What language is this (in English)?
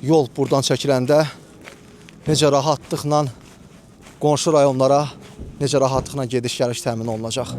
Azerbaijani